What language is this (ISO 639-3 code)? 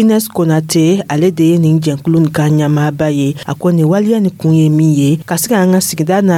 dyu